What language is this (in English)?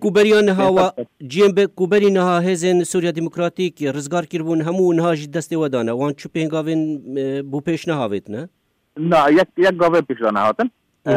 Kurdish